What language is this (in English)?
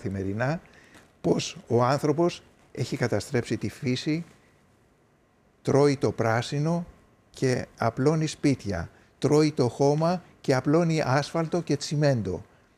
Greek